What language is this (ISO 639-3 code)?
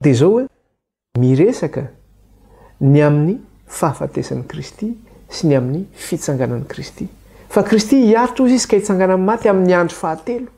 mlg